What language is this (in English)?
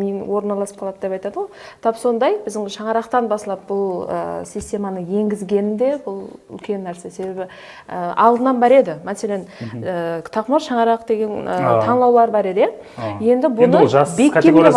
Kara-Kalpak